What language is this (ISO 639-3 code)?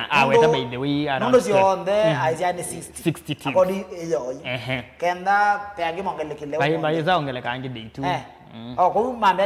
kam